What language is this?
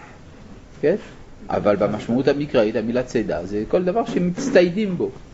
Hebrew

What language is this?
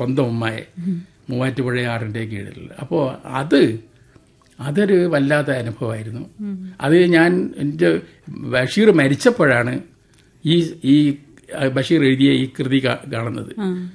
Malayalam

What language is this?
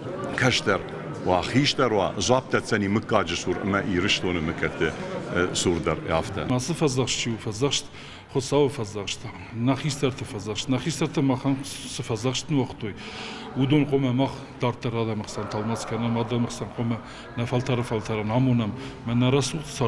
Ossetic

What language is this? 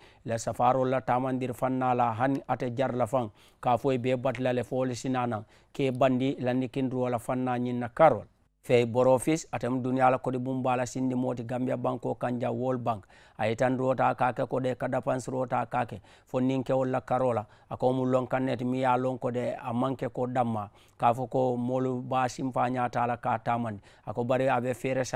Mandingo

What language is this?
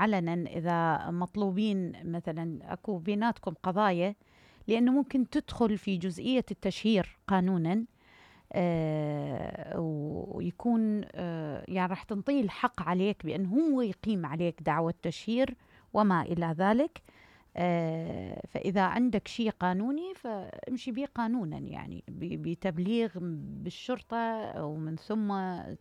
Mesopotamian Arabic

